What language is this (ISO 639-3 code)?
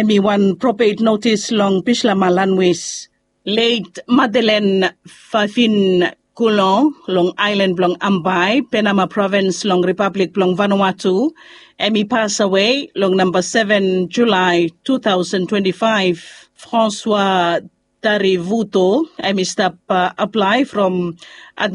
bis